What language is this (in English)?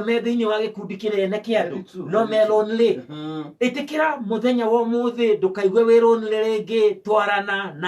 Kikuyu